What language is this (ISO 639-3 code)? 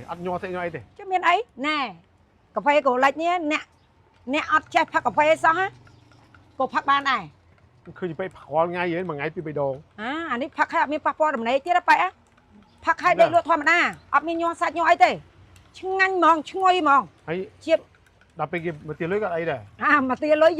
khm